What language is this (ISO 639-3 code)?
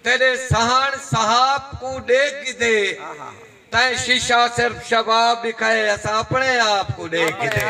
skr